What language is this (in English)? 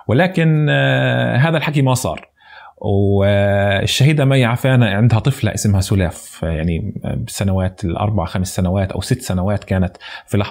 North Levantine Arabic